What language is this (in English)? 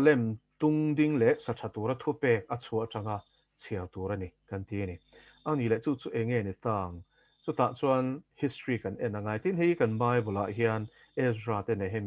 Mizo